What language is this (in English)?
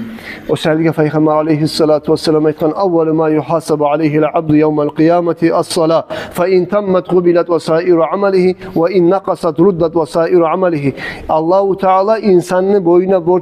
Kumyk